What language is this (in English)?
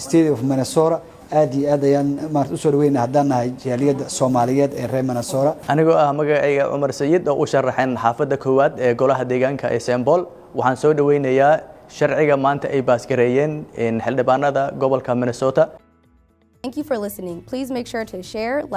Somali